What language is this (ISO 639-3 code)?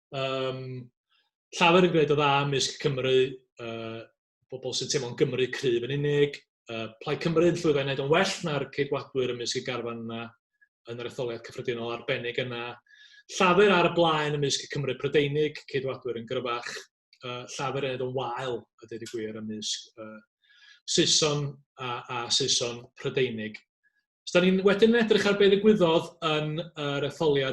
cym